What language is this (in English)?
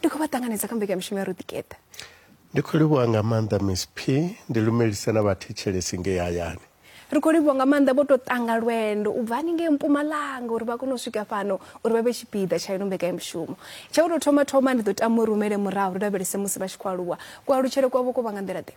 Venda